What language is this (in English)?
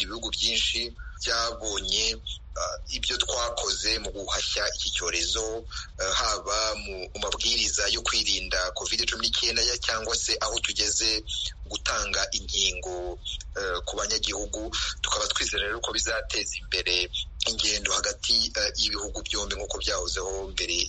Kinyarwanda